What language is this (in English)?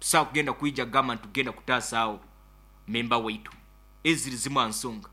Nyoro